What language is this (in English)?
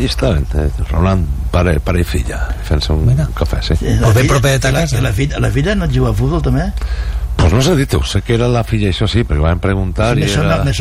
Catalan